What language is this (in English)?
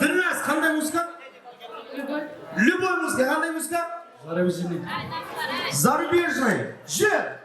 Kara-Kalpak